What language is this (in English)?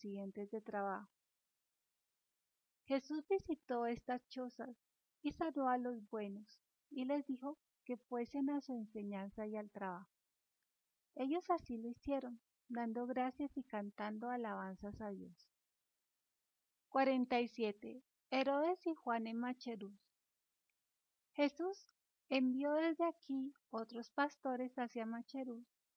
Spanish